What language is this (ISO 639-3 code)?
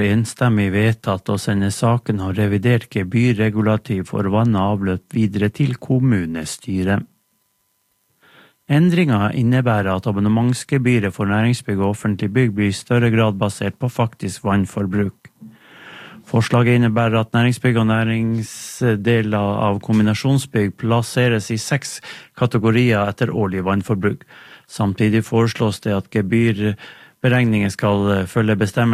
nor